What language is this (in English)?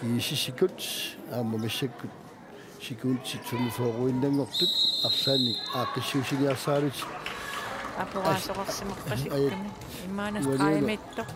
Kalaallisut